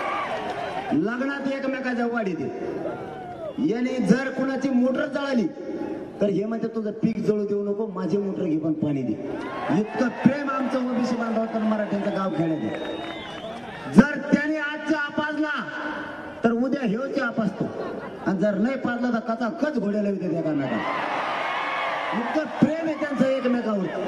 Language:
Marathi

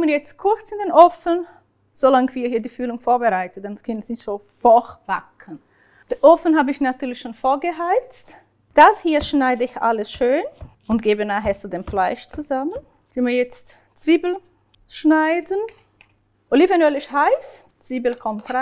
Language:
Swiss German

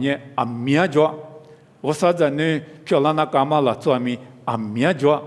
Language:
Lisu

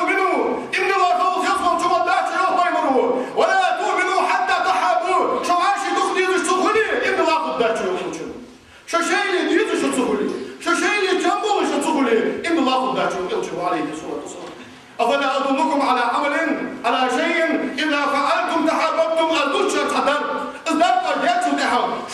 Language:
Ingush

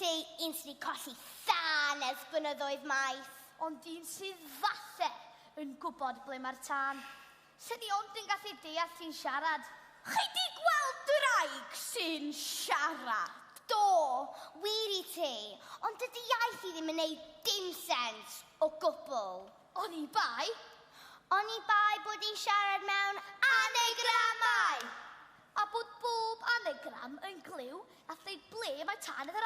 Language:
Welsh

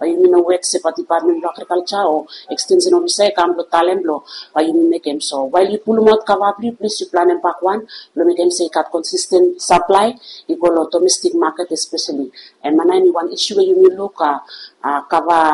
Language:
Bislama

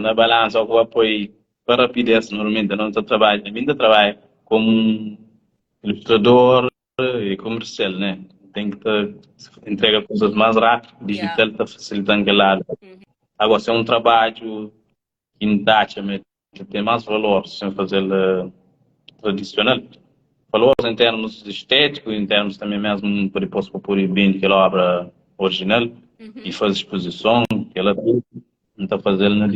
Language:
Kabuverdianu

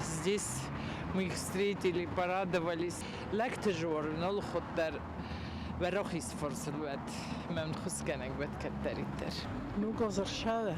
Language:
Ossetic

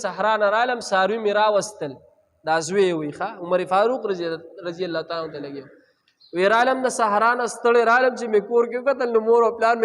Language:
Pashto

